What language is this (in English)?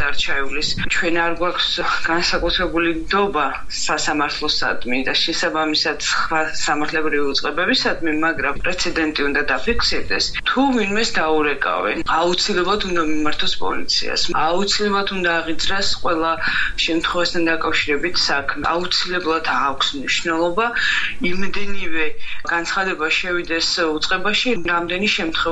Georgian